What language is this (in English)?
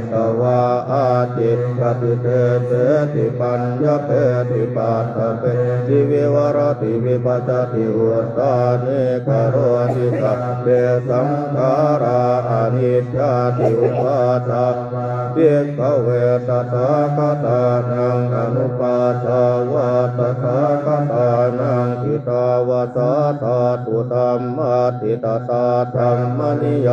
Pali